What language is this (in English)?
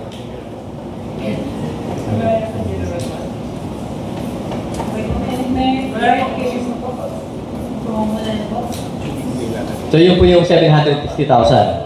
Filipino